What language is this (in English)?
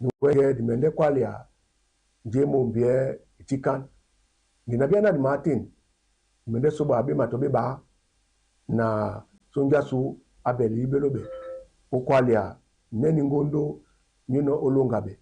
Duala